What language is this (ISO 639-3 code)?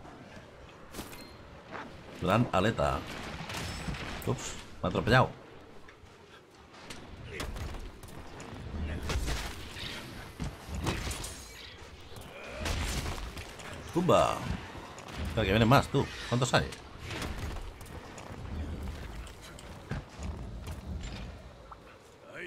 spa